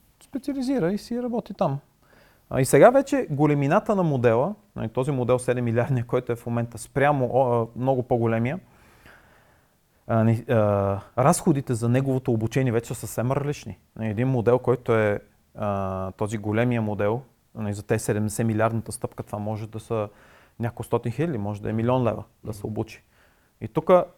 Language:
Bulgarian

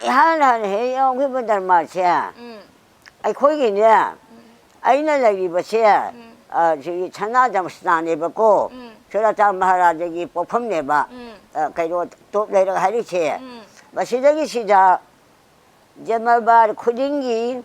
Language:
Manipuri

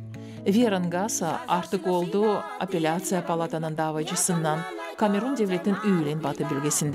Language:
Gagauz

